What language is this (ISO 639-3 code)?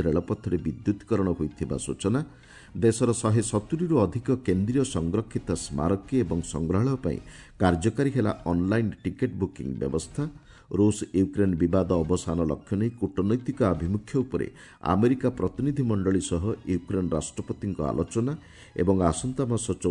ori